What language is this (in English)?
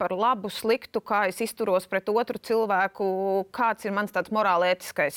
Latvian